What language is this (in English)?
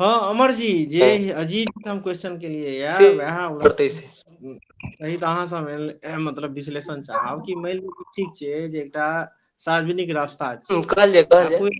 Maithili